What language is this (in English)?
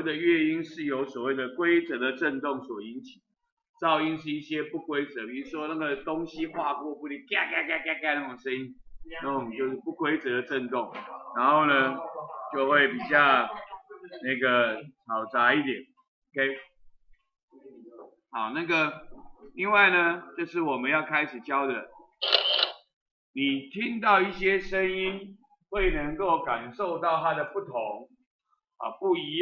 Chinese